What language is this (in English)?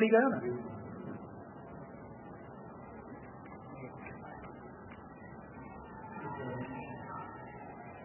Gujarati